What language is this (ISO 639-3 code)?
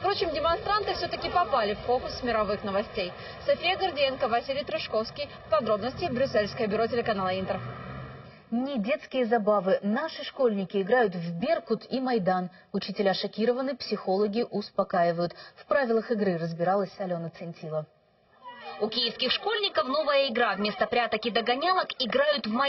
rus